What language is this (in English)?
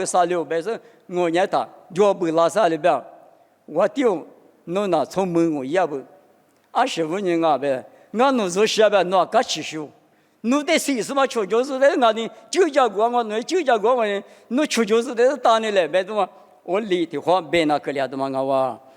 Lisu